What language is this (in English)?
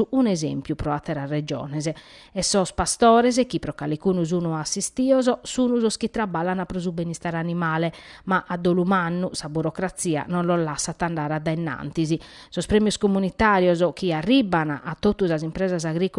Sardinian